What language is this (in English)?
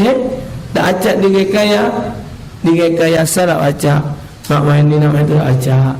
Musi